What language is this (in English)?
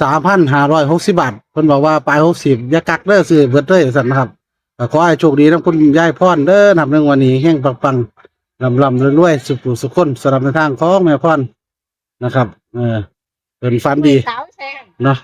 Northeastern Thai